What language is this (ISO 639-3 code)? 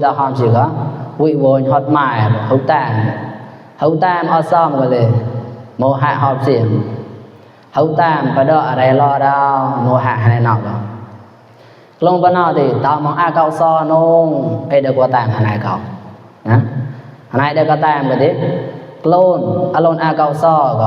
mnw